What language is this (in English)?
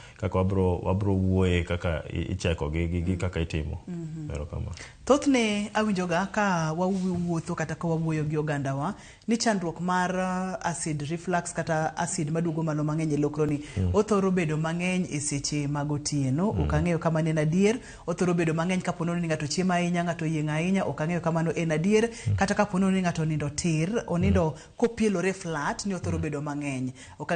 Luo (Kenya and Tanzania)